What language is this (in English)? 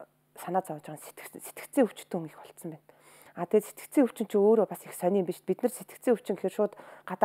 Mongolian